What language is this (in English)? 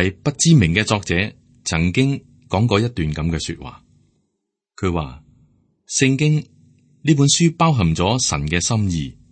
Cantonese